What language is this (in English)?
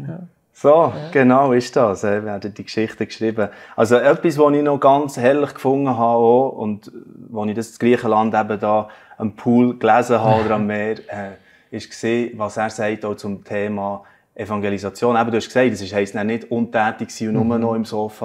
Swiss German